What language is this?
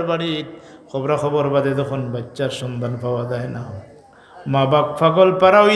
Sylheti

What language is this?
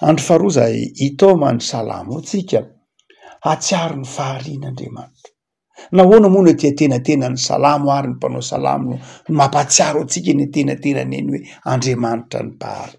Malagasy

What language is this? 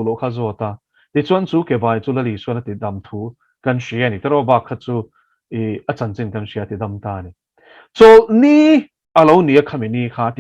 Mizo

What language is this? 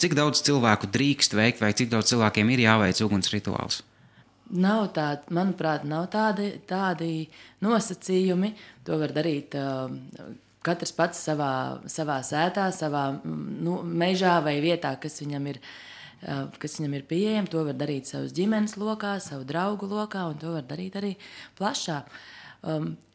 Latvian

